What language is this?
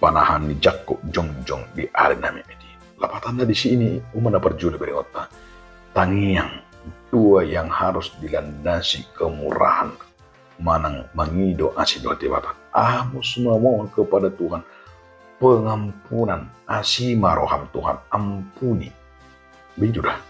Batak Toba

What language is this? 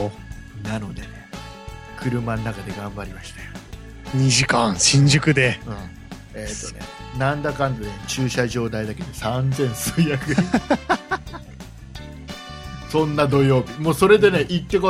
Japanese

